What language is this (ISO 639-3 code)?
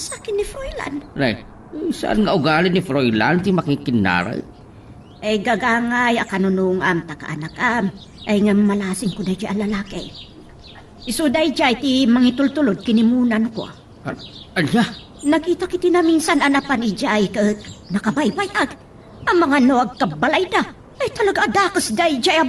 ilo